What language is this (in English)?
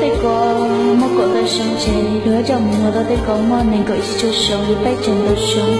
Hmong